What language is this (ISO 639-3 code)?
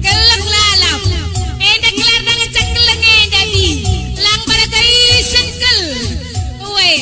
btx